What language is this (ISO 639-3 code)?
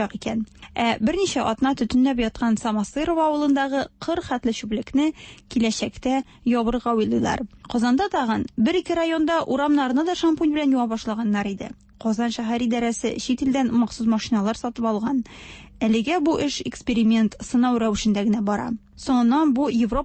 tat